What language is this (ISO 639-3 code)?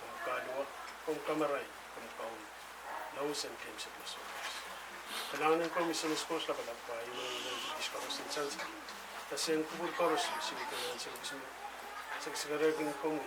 pon